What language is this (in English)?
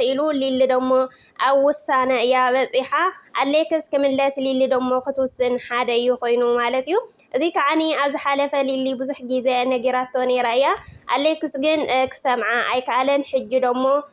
Tigrinya